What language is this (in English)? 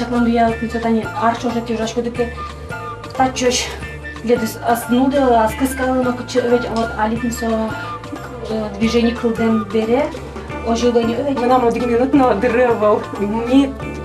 Udmurt